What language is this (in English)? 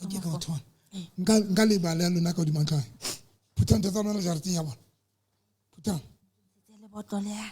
Southern Sotho